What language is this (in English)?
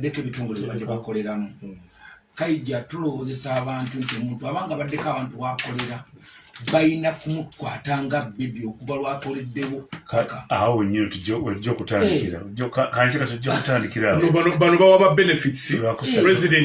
Ganda